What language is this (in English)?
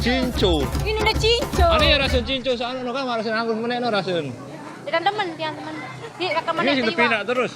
Sasak